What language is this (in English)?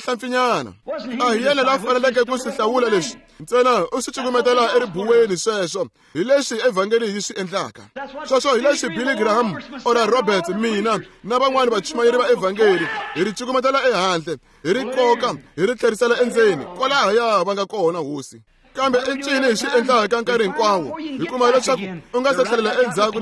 Tsonga